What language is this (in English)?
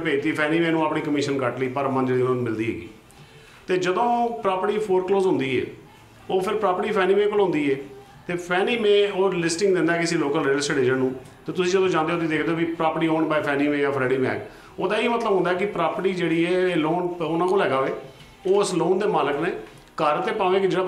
Punjabi